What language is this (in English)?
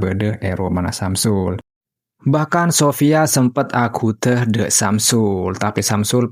Madurese